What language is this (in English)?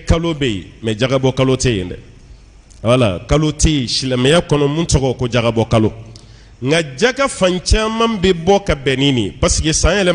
Bambara